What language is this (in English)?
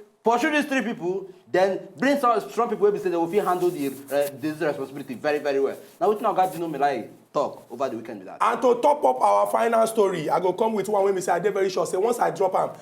Nigerian Pidgin